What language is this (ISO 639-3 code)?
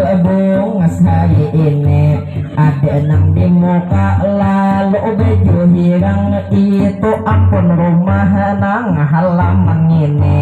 bjn